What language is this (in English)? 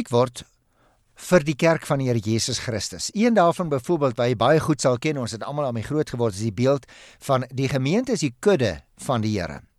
Afrikaans